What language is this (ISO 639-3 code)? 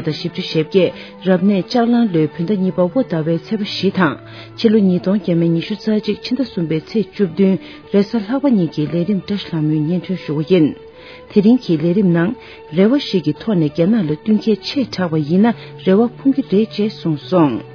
bod